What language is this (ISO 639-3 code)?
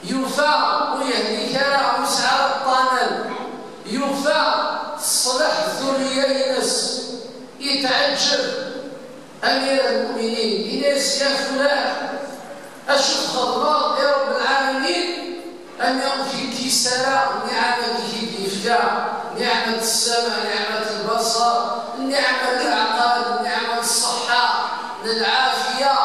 kab